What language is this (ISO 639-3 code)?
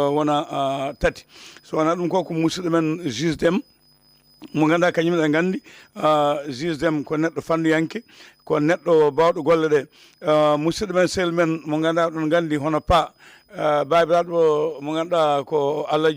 ful